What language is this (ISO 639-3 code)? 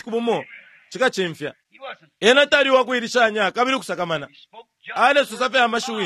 bem